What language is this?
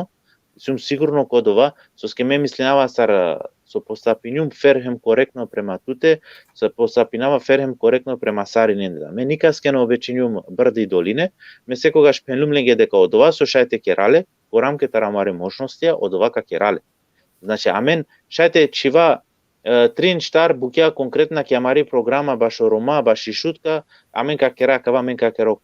Balkan Romani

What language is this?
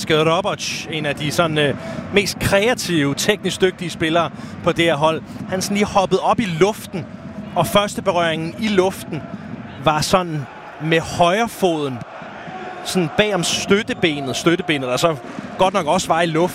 Danish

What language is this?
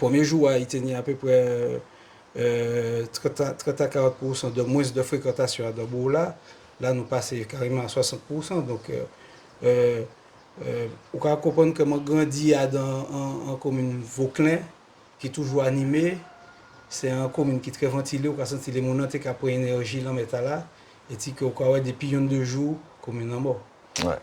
Guadeloupean Creole French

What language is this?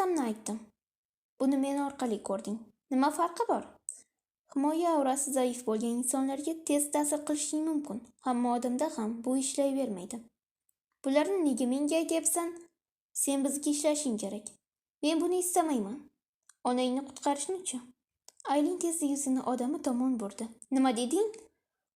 Uzbek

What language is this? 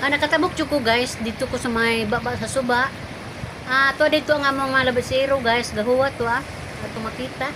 Cebuano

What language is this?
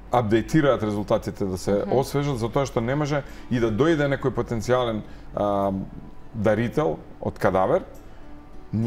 Macedonian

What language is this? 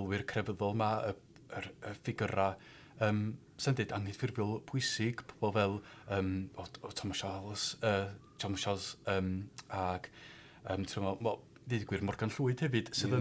Welsh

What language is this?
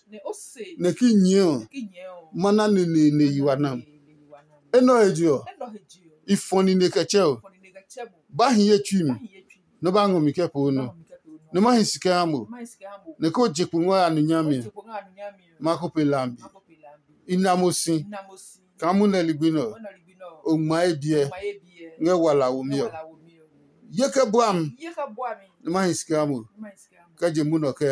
Adangme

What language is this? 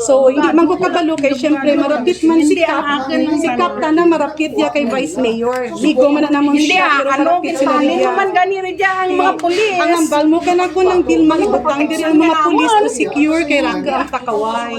Hiligaynon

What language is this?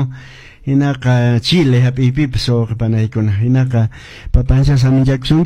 Quechua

